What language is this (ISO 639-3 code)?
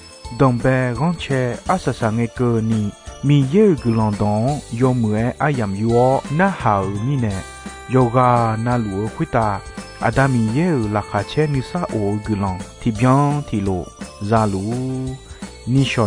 ahk